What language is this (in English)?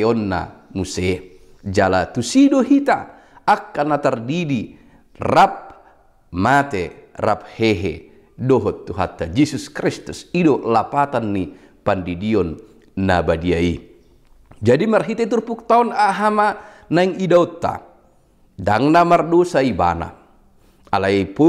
Batak Toba